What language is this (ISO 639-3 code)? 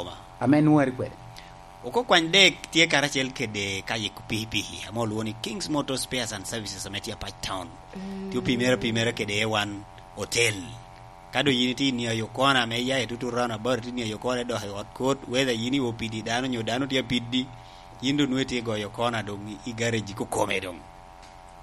laj